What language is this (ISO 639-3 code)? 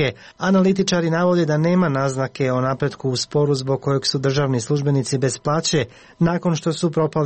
hrv